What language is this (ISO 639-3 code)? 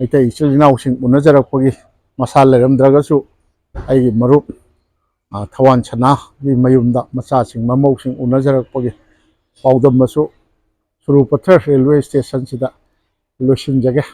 mni